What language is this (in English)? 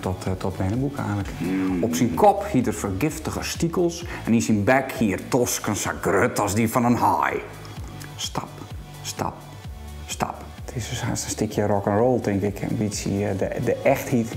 Western Frisian